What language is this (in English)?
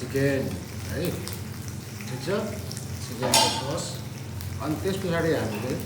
Nepali